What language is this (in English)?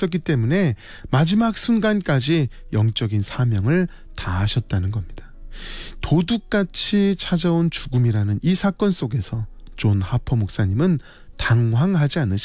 Korean